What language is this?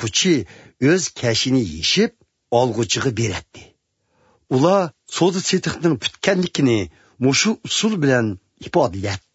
Uyghur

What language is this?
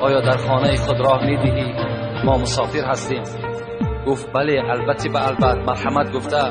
Tajik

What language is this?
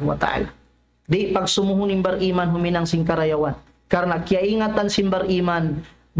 Tausug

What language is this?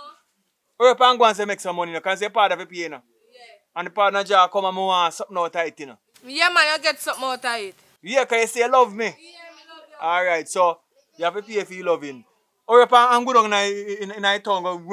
Jamaican Creole English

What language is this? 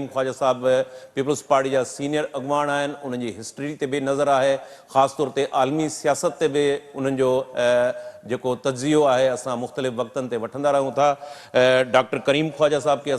Sindhi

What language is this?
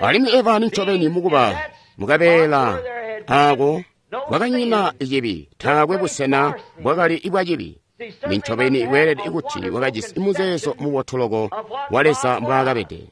Tonga (Zambia)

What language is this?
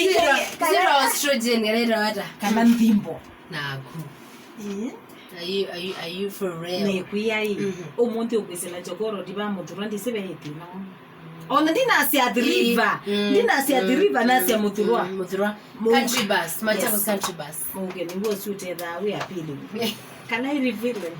Kamba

